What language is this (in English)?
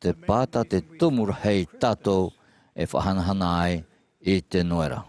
Tahitian